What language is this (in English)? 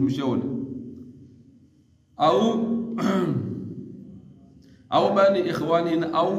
Swahili